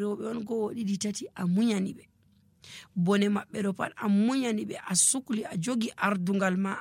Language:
Nigerian Fulfulde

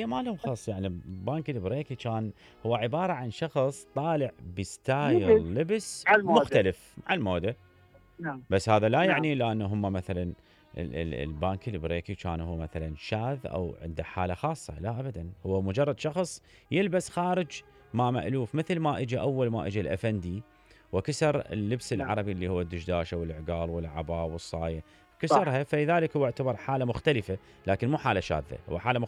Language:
Mesopotamian Arabic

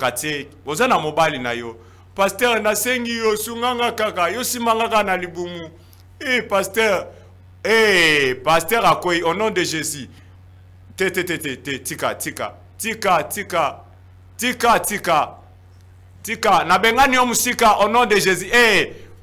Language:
Lingala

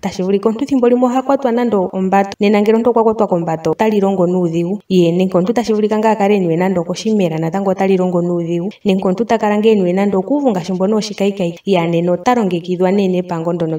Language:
Ndonga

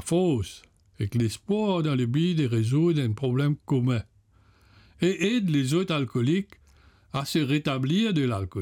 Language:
Morisyen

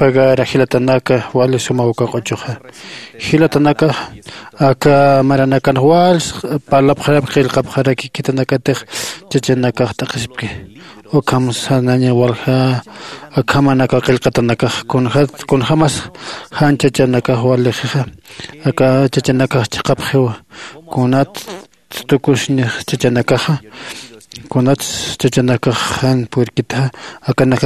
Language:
Aymara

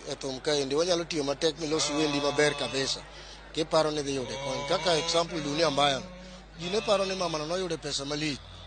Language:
Luo (Kenya and Tanzania)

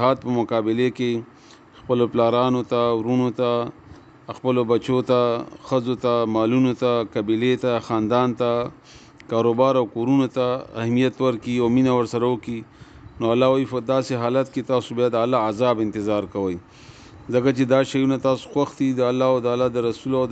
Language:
Pashto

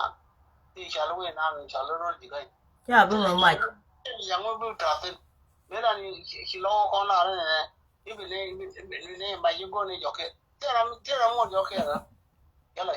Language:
Nuer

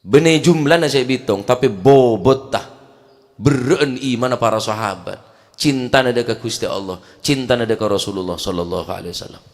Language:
Madurese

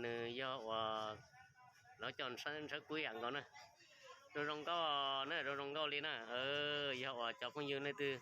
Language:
Hmong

